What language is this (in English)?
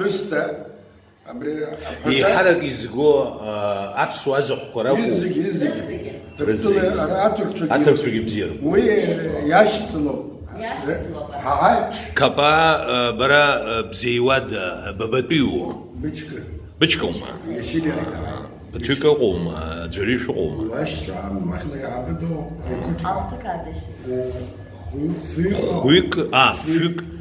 Abkhazian